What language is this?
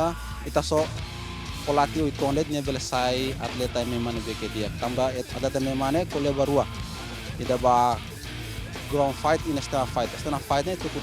Tetum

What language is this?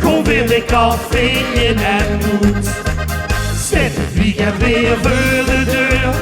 Limburgish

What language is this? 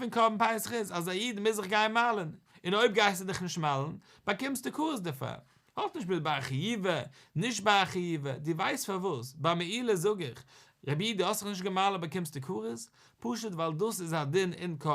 Yiddish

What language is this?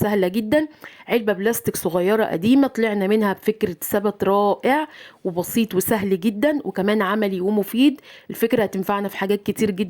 Egyptian Arabic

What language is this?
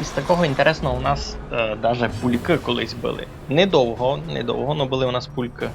Rusyn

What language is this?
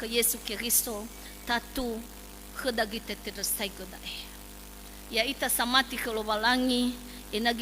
Nias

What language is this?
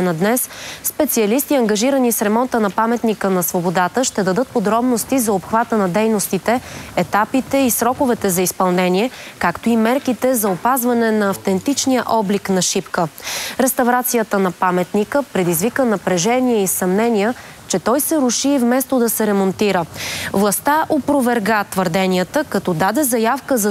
Bulgarian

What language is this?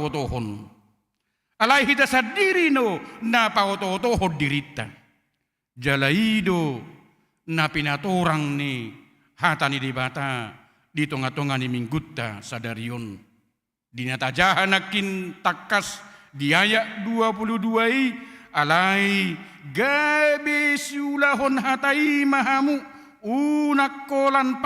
Batak Toba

